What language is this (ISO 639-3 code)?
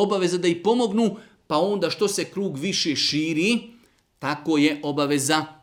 bos